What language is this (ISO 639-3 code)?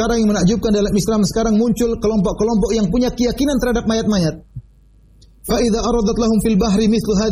ind